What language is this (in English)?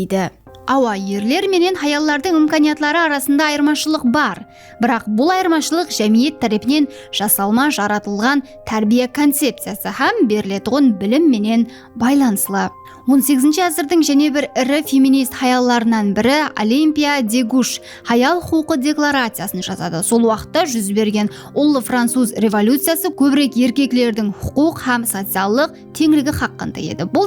Kara-Kalpak